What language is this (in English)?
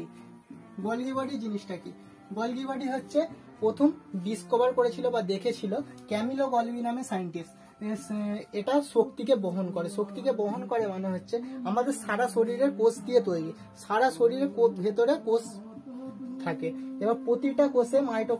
Bangla